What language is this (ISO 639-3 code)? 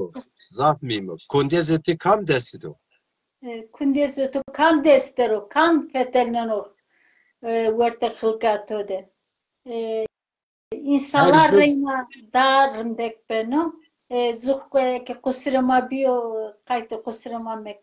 zza